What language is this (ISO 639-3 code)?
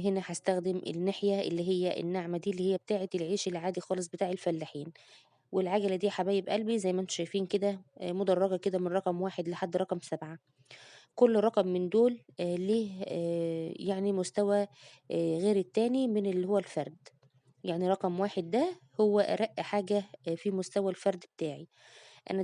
arz